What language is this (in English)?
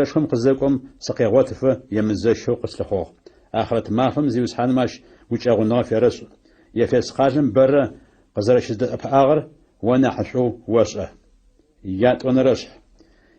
Adyghe